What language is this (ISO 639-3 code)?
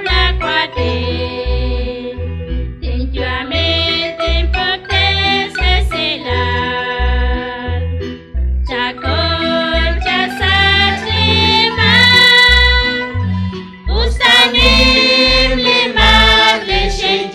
kek